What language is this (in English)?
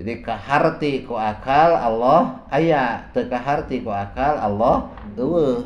Sundanese